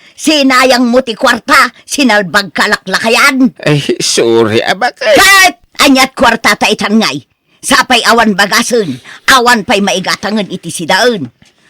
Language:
Iloko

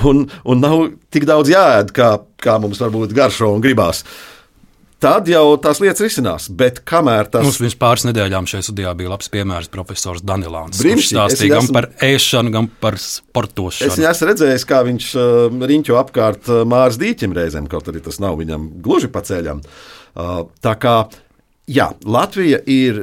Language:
Latvian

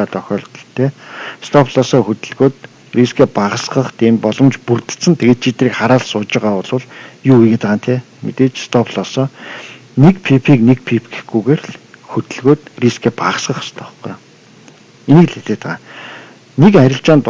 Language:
Mongolian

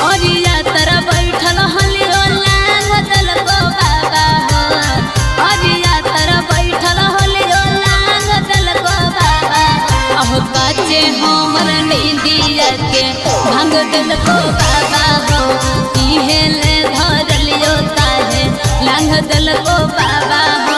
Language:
Magahi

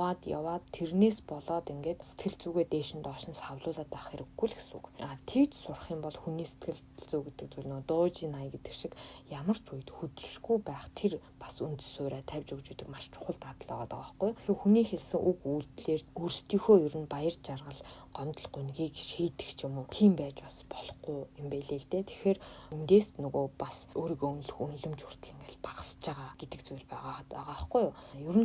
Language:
Mongolian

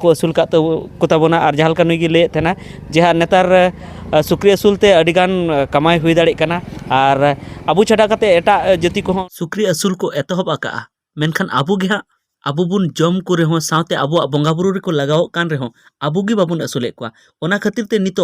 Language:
Santali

